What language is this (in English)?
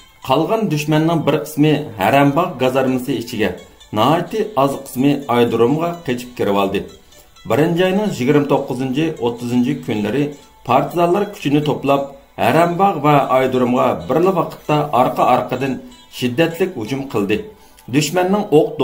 Uyghur